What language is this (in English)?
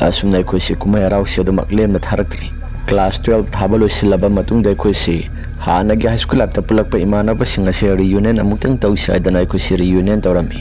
Manipuri